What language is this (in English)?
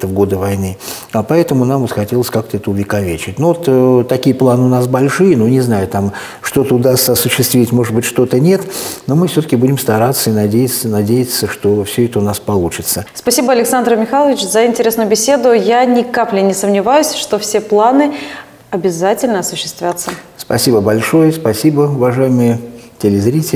Russian